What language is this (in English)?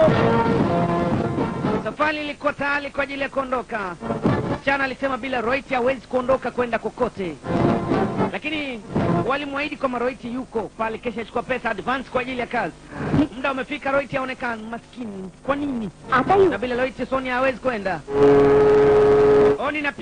Swahili